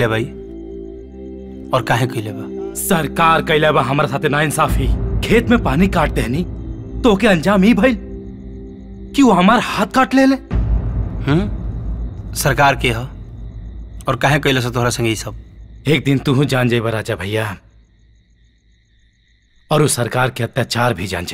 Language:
Bhojpuri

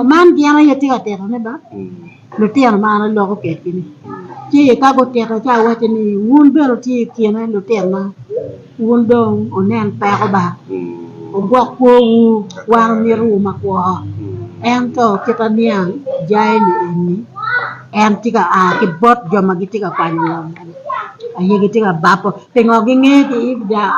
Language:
Acoli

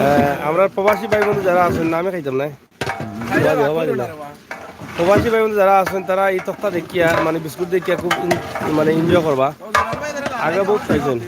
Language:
Sylheti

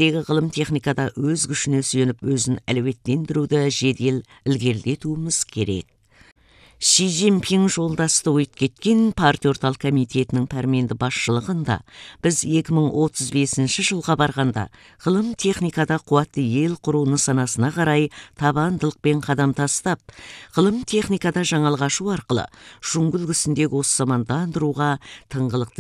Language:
Kazakh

